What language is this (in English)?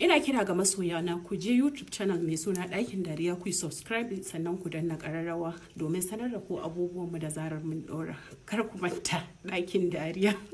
Hausa